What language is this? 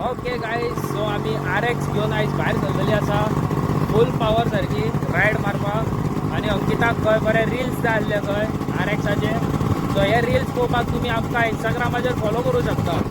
Konkani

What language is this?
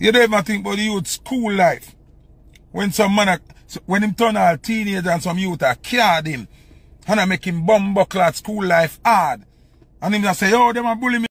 Jamaican Creole English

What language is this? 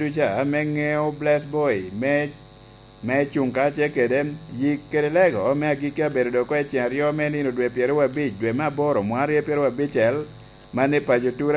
Lango (Uganda)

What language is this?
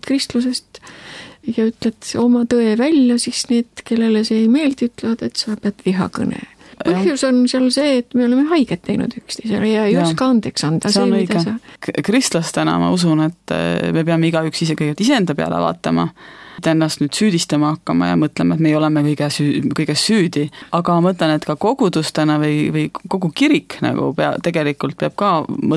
Estonian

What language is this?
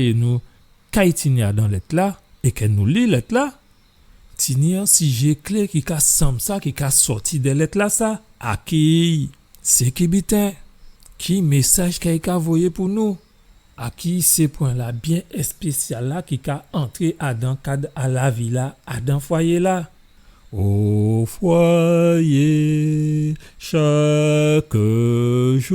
Guadeloupean Creole French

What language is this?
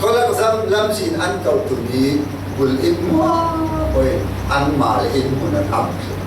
Falam Chin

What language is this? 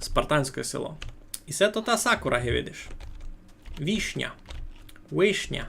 Rusyn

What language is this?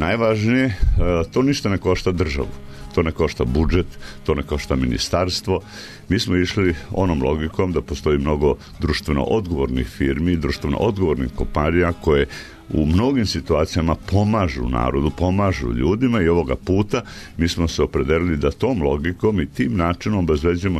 Serbian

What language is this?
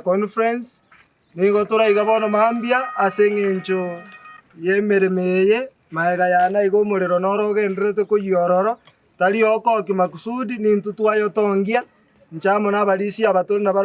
Gusii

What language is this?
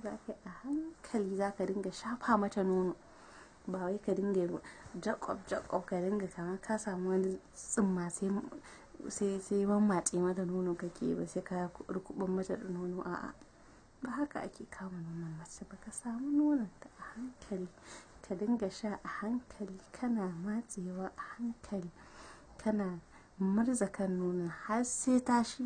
Hausa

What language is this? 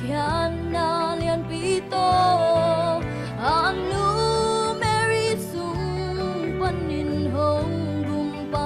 Tedim Chin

